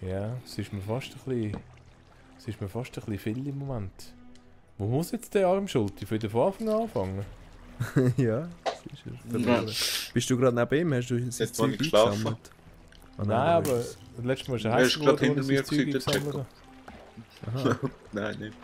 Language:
Swiss German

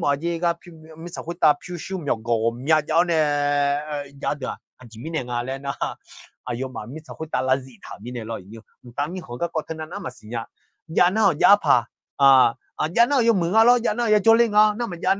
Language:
Akha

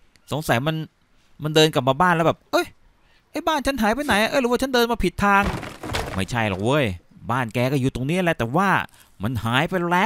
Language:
Thai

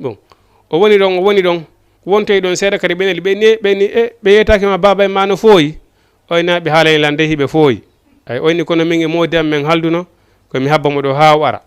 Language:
Fula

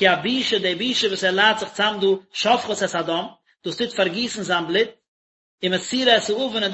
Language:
Yiddish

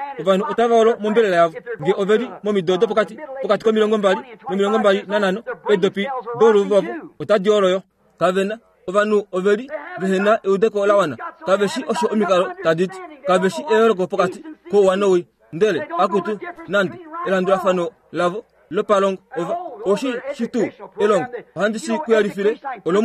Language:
Kuanyama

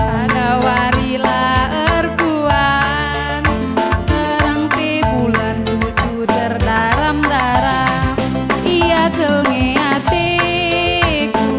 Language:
Batak Karo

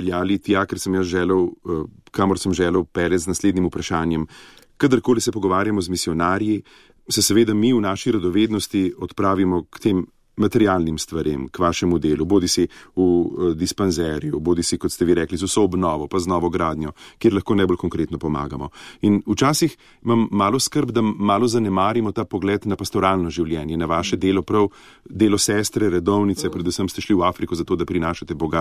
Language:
Slovenian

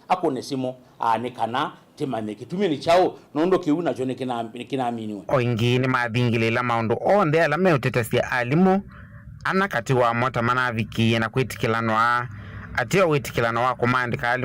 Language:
Kamba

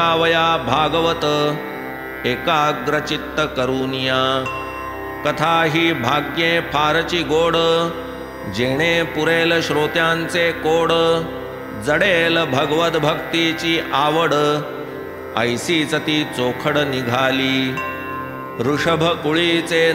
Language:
Marathi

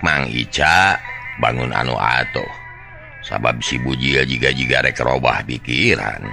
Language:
Sundanese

